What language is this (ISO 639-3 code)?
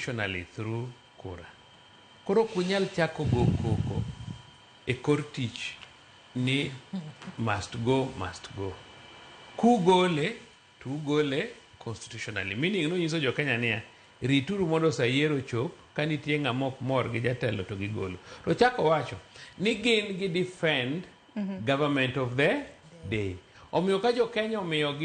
luo